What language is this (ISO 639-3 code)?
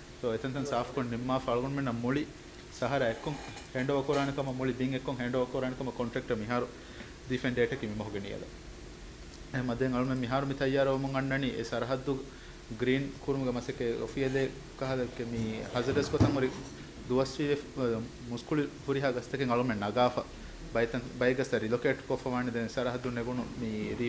div